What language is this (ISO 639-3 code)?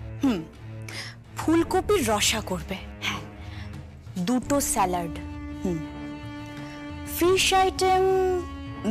ben